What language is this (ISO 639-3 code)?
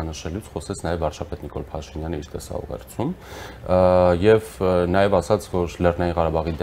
hye